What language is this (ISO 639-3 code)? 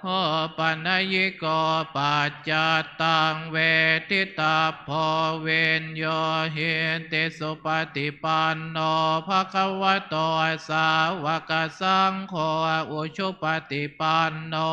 pli